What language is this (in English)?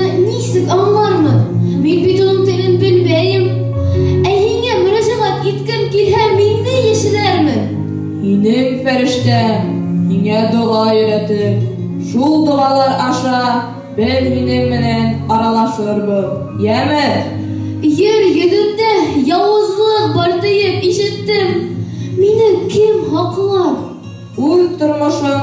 Bashkir